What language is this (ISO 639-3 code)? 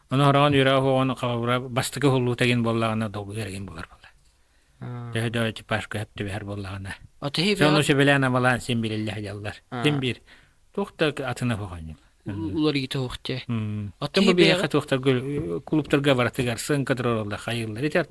sah